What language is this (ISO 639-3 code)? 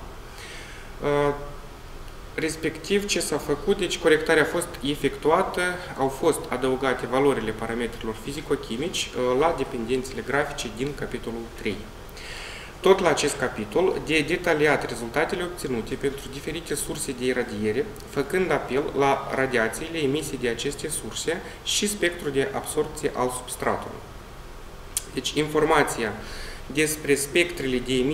ron